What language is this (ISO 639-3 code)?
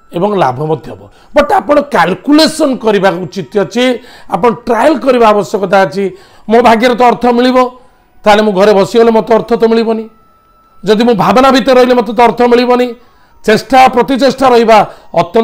ori